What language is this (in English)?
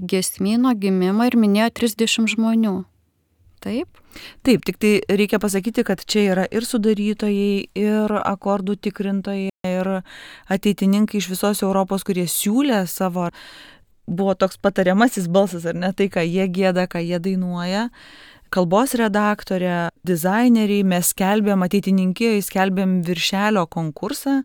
Lithuanian